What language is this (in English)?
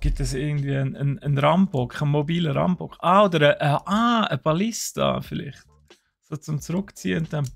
Swiss German